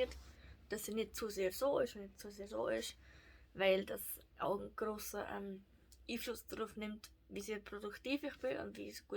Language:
Swiss German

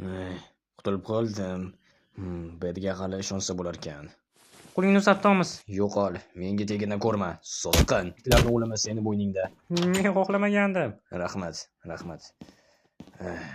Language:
Uzbek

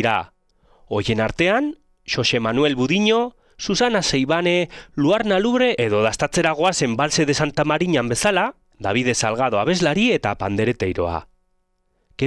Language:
Basque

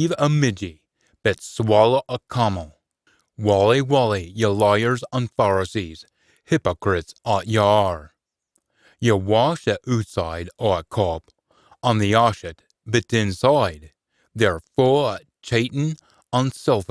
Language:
Scots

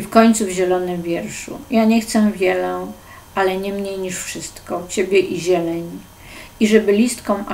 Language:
Polish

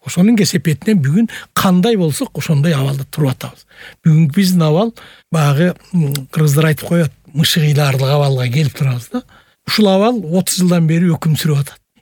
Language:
Kyrgyz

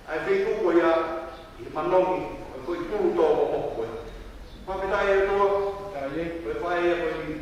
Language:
Tongan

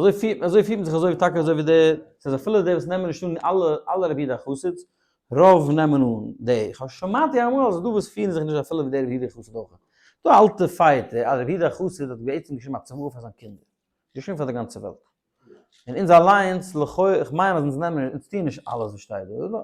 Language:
Yiddish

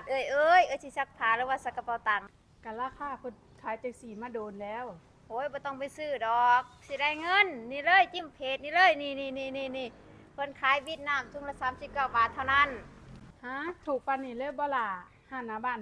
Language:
Lao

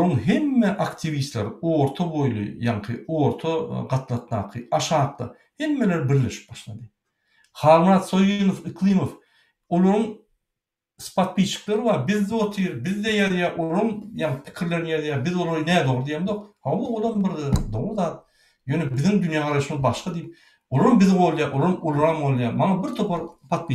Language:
Turkmen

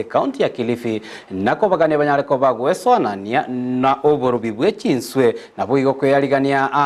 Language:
Gusii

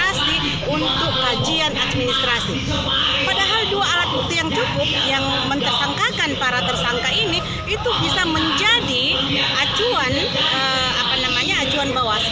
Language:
Indonesian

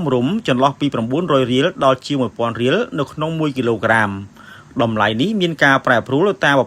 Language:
Khmer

